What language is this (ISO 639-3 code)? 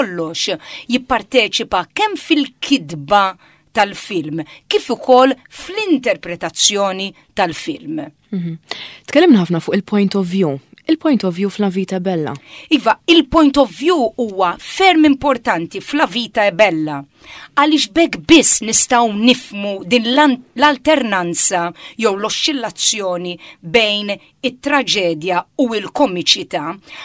mlt